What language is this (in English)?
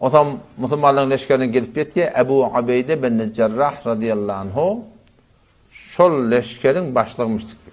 Turkmen